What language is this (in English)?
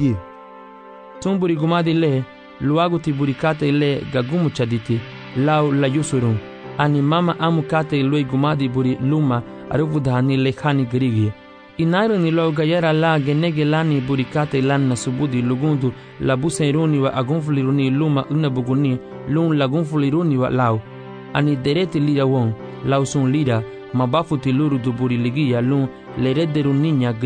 Garifuna